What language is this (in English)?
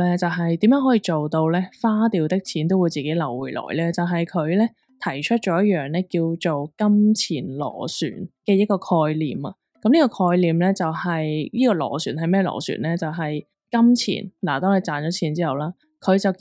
Cantonese